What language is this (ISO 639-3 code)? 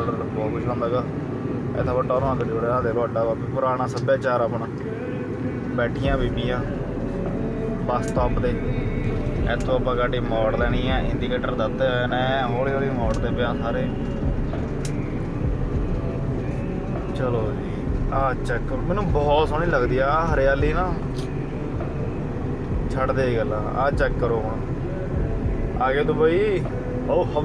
pan